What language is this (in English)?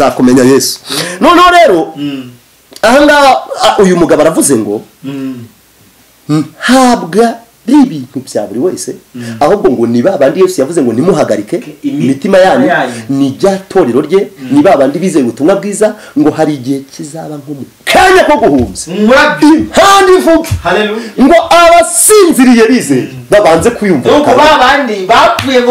Kinyarwanda